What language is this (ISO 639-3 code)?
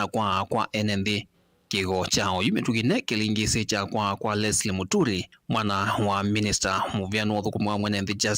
kam